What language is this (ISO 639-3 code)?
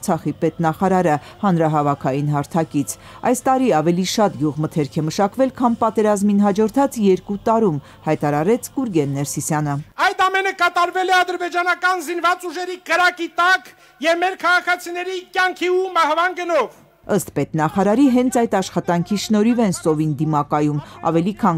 hye